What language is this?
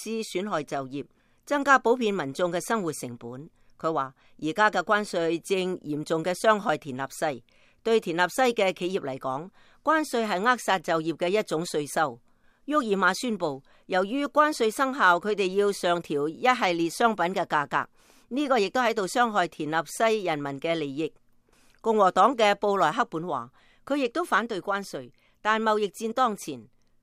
Cantonese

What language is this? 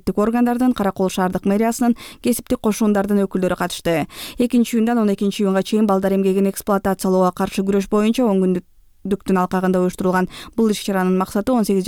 Kyrgyz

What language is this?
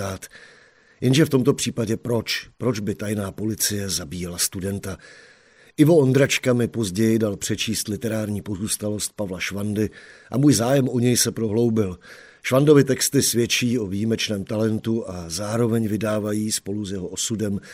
Czech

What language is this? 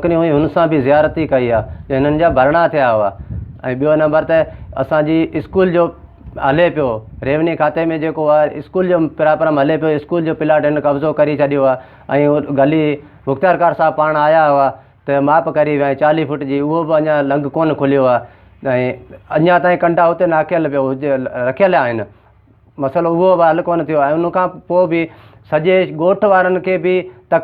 Sindhi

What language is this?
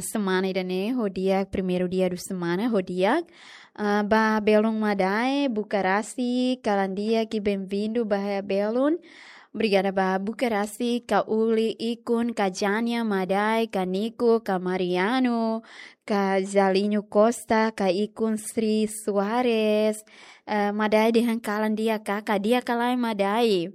Tetum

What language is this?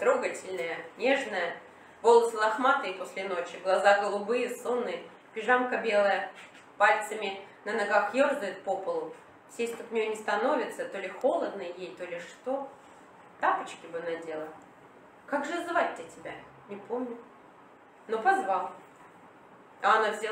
Russian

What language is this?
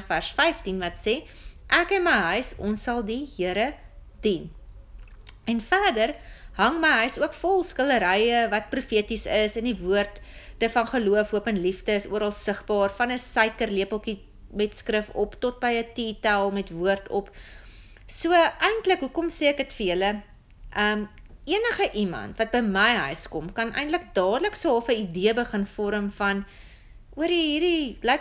Afrikaans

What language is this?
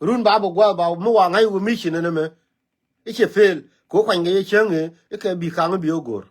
Nuer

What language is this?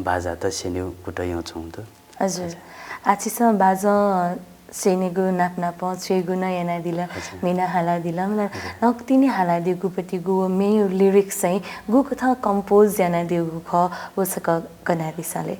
Newari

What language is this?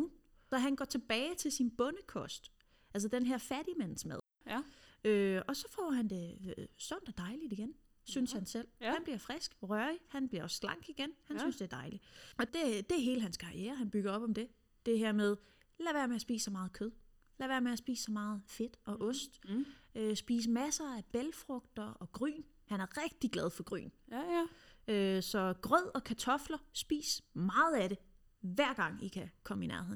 Danish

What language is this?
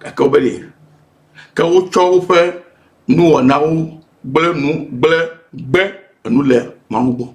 Ewe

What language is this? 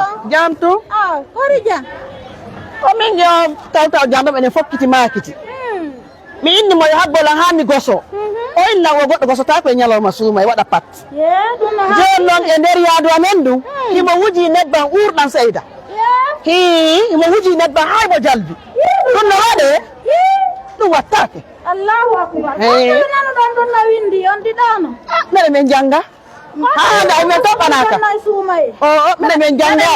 Fula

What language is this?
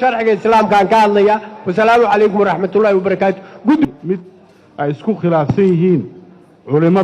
Somali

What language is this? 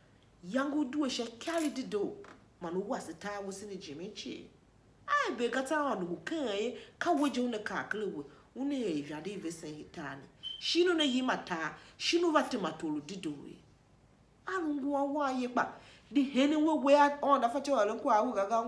Tiv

